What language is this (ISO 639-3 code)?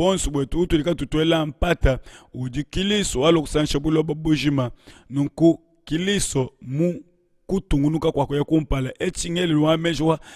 lua